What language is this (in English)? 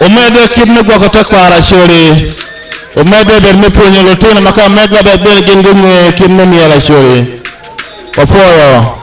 Acoli